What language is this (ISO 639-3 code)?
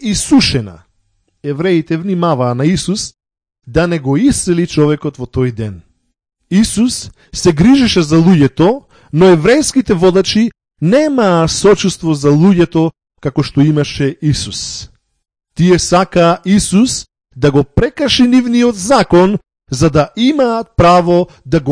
mkd